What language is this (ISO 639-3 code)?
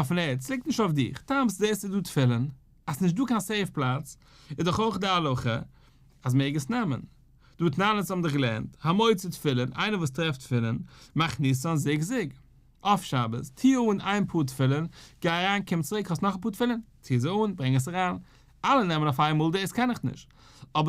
yid